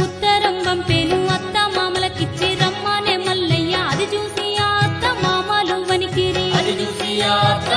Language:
Telugu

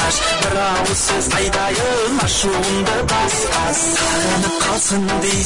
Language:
Kara-Kalpak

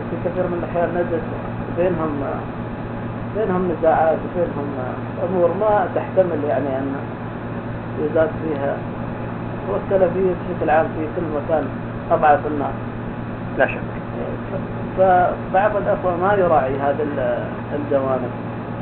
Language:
Arabic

